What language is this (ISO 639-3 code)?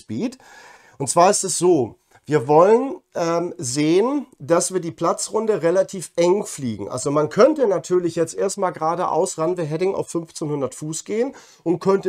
deu